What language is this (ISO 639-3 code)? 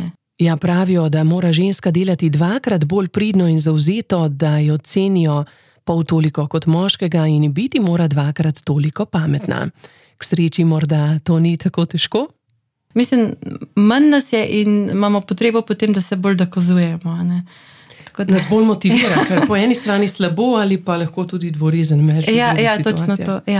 slv